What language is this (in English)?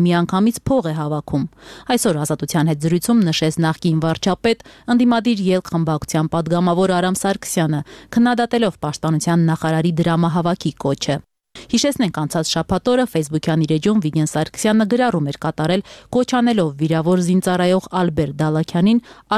Armenian